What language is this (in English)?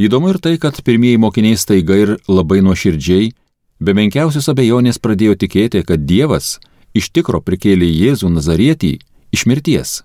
Lithuanian